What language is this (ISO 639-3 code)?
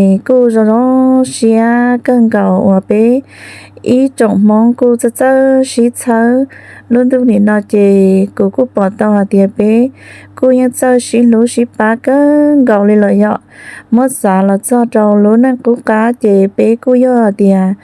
hmn